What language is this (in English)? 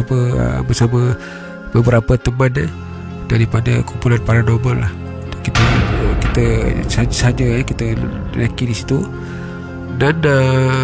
Malay